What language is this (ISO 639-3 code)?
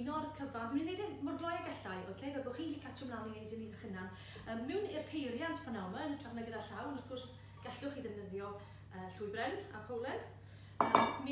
cym